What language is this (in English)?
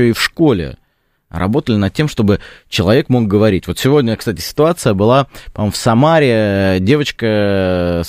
Russian